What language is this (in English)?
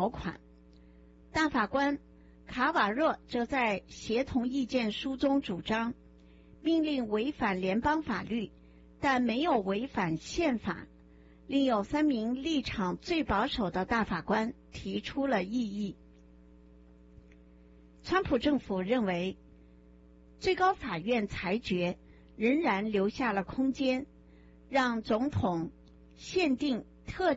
Chinese